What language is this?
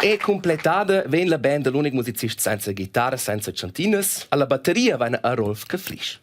Romansh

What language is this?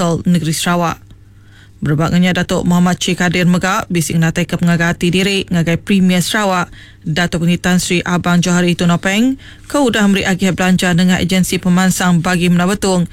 Iban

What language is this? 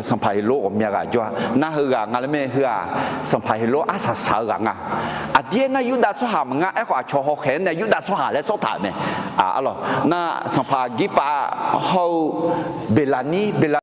Akha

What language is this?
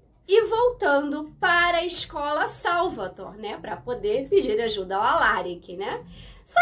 Portuguese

